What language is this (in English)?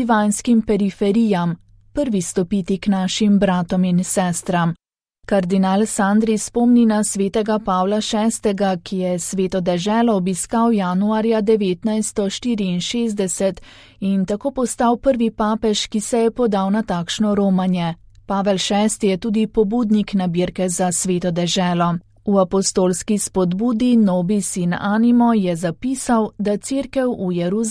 Slovenian